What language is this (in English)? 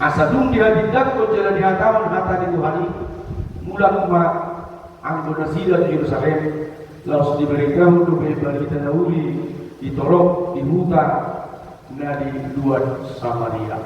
Batak Toba